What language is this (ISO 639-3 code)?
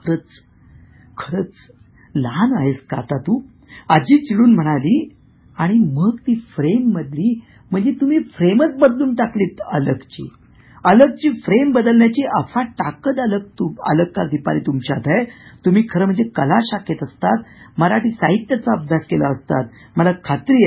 mar